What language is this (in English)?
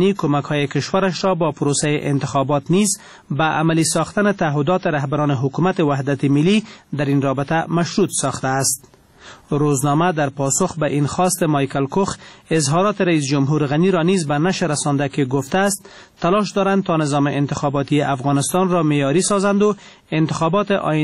Persian